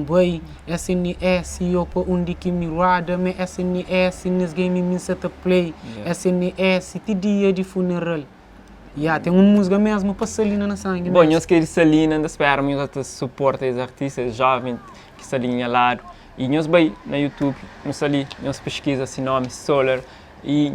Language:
Kabuverdianu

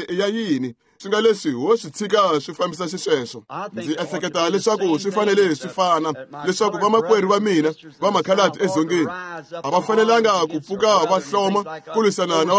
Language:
Tsonga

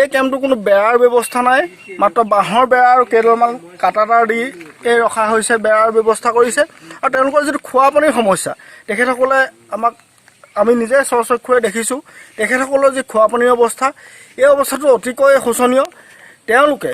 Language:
Assamese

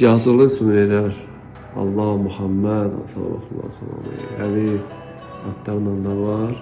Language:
Azerbaijani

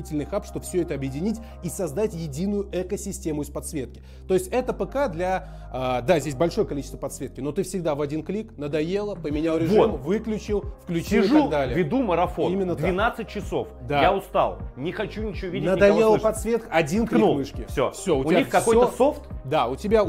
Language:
Russian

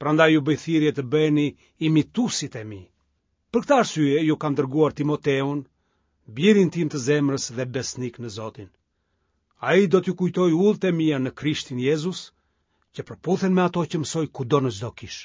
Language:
Albanian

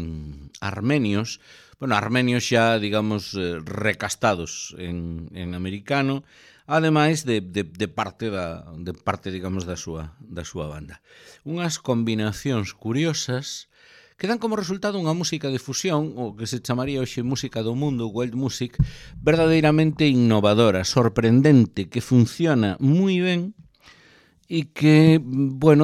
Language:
Galician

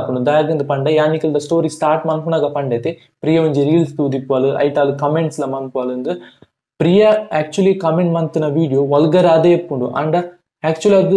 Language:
Tulu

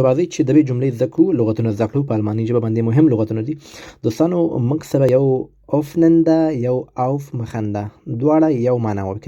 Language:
Pashto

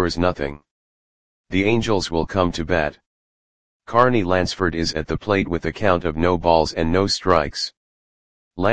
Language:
English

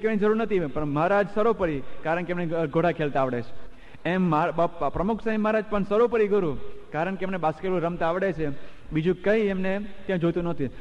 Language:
Gujarati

